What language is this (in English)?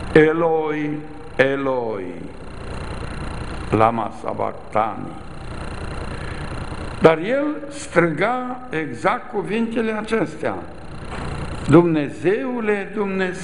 Romanian